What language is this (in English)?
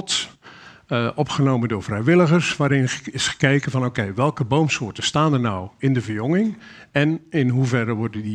Dutch